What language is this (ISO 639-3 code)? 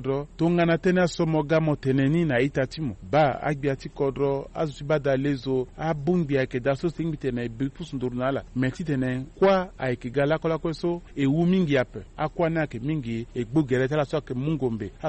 sag